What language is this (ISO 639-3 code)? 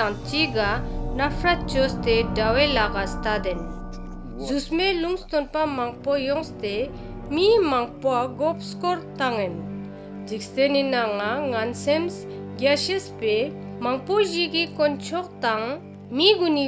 lbj